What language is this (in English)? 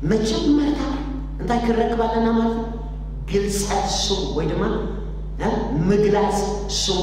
Tigrinya